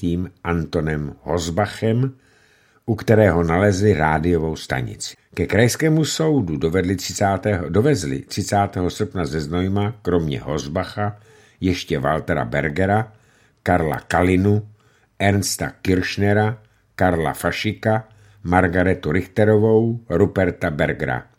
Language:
Czech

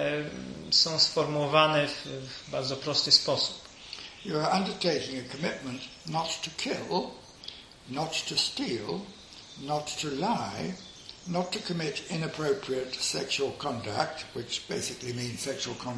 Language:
Polish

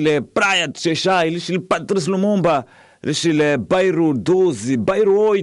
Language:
Tsonga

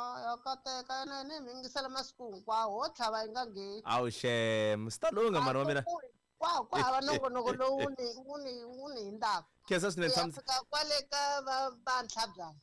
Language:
Tsonga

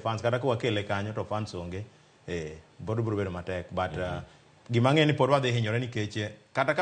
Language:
Luo (Kenya and Tanzania)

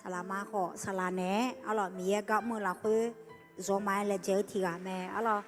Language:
Akha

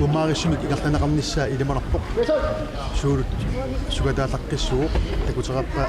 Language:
Kalaallisut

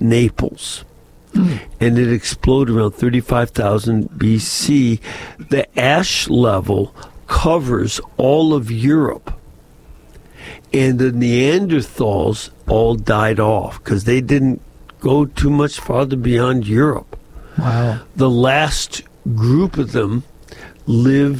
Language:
English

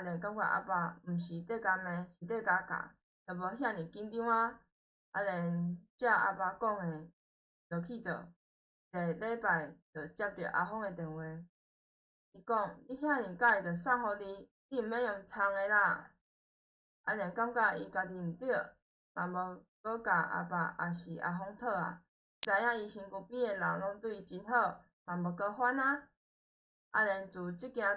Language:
Min Nan Chinese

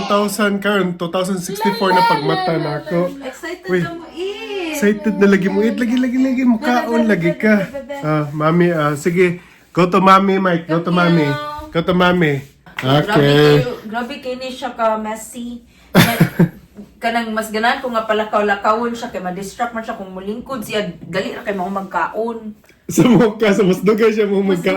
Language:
Cebuano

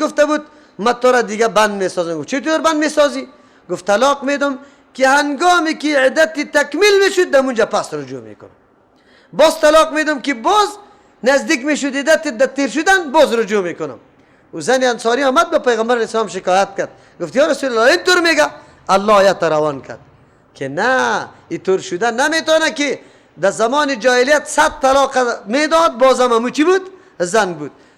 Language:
Persian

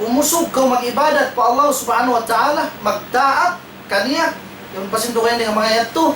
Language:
Tausug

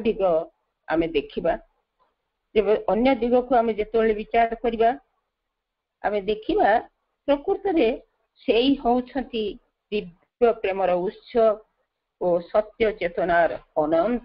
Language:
Odia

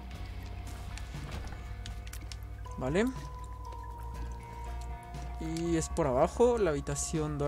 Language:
Spanish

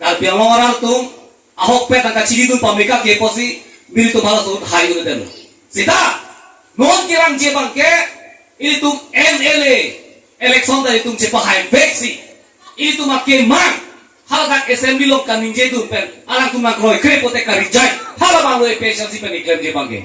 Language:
Karbi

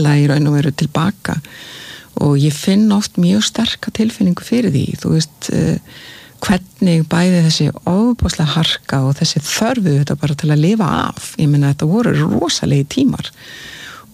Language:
Icelandic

